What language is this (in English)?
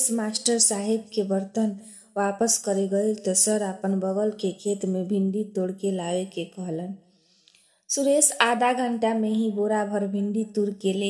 Bhojpuri